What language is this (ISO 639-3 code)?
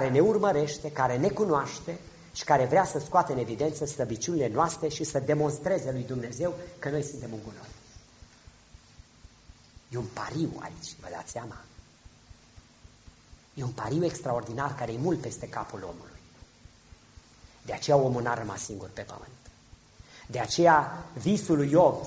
ron